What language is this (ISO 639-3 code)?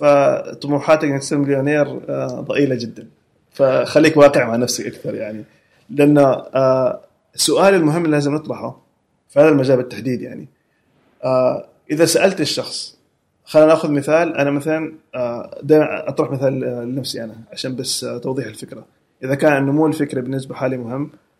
afb